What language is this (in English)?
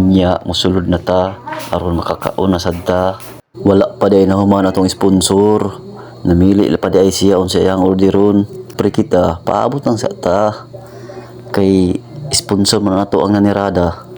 Cebuano